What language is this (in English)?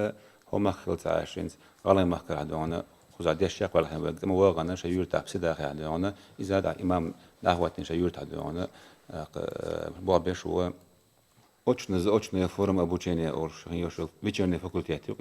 Chechen